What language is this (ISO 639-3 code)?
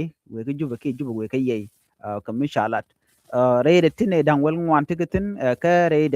nus